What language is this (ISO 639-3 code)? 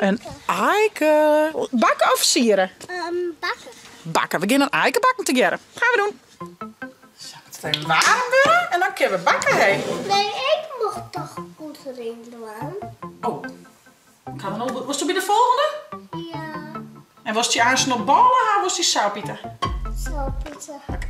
fry